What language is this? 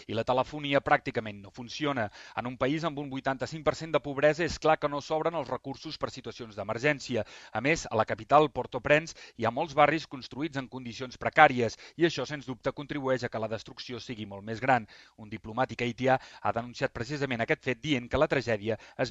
Catalan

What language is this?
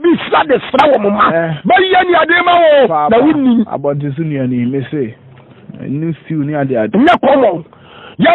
Akan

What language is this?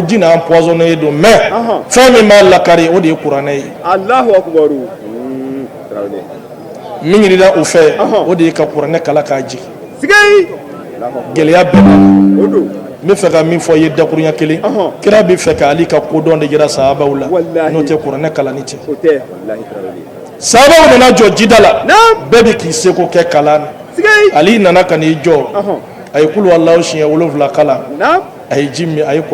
Bambara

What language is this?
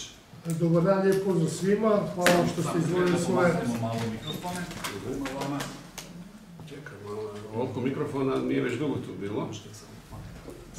Croatian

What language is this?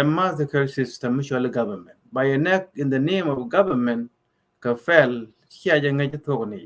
Nuer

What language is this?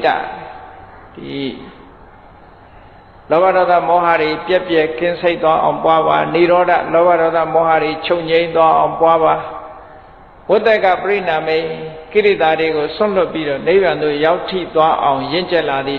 Burmese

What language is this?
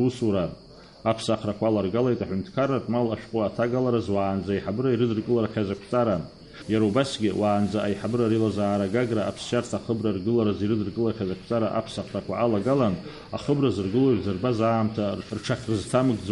Abkhazian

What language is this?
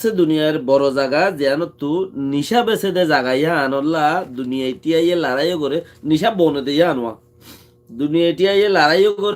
Rohingya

